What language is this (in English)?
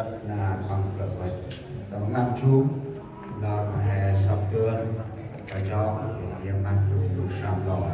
Central Mnong